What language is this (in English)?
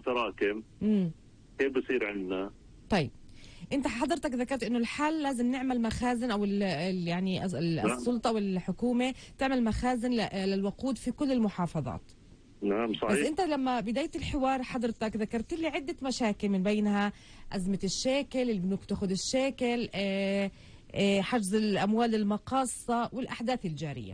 North Levantine Arabic